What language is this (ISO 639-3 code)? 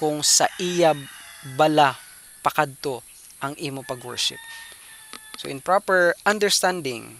hil